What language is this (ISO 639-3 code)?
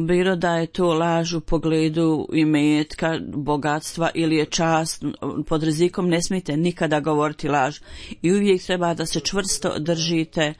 bos